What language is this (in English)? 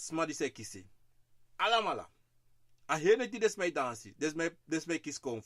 Sranan Tongo